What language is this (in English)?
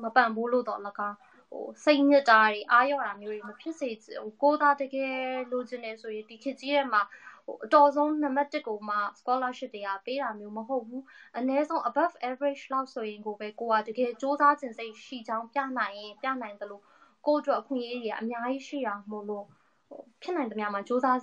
Burmese